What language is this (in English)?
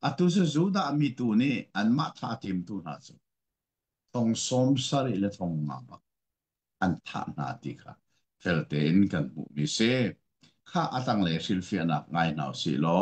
Hakha Chin